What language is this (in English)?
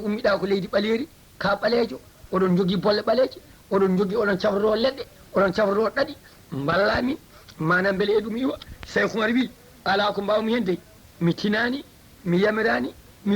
Fula